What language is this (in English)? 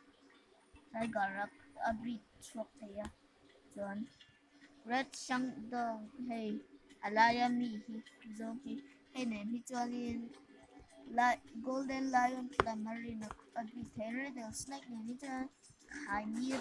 Mizo